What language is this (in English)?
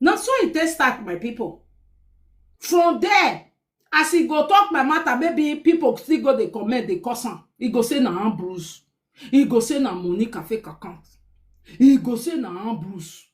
Nigerian Pidgin